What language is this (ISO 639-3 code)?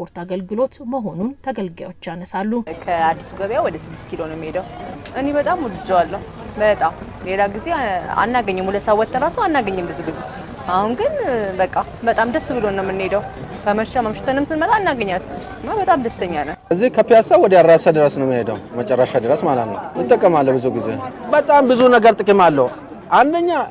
amh